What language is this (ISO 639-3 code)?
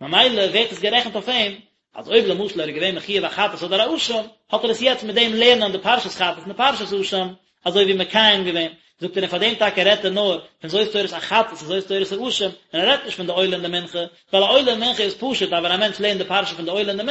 yid